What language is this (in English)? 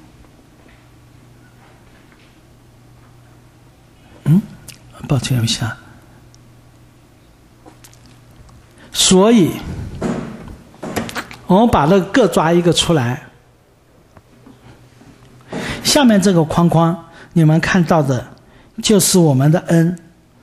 Chinese